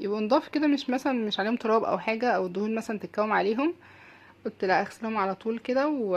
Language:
Egyptian Arabic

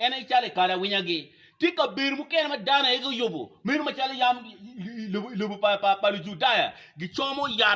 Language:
Acoli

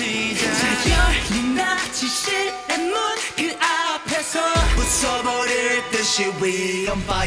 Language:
Korean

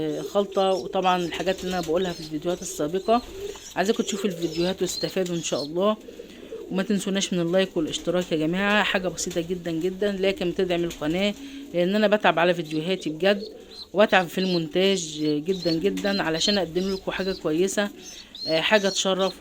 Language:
Egyptian Arabic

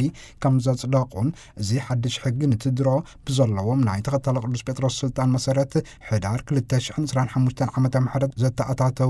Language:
Tigrinya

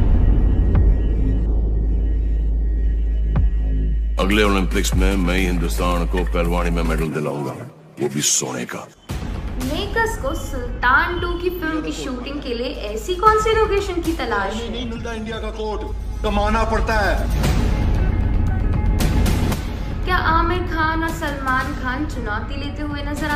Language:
Hindi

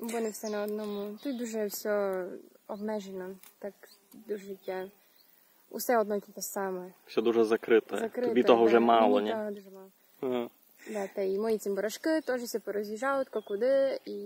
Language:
Rusyn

